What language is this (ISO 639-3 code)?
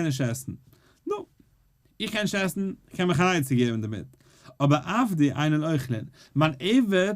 yid